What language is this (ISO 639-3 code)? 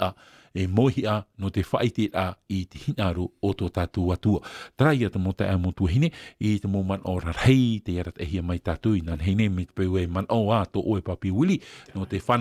tah